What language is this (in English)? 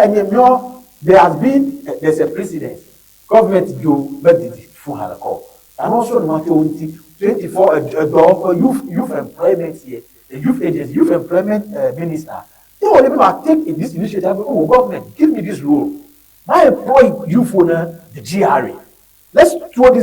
Ewe